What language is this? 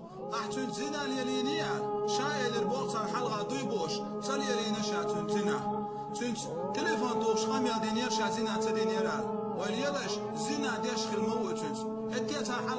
Chechen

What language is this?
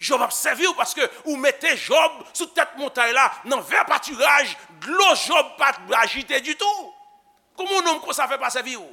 Haitian Creole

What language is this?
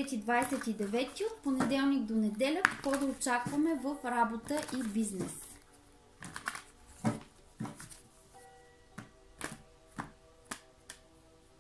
Bulgarian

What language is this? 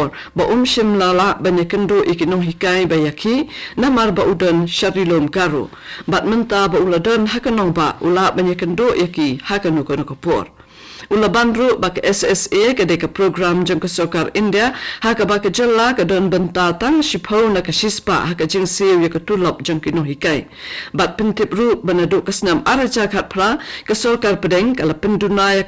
Khasi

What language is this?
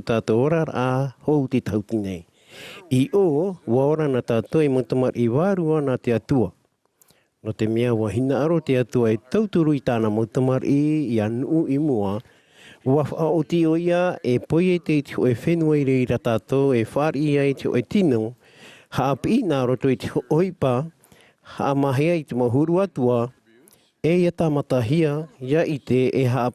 Tahitian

